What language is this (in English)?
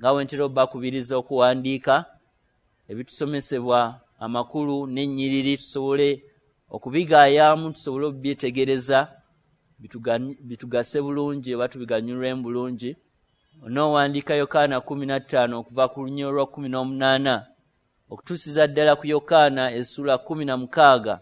Ganda